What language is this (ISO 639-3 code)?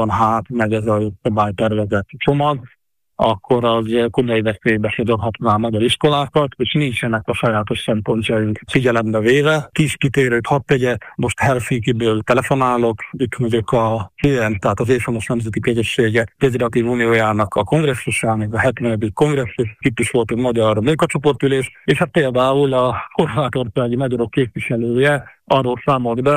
hun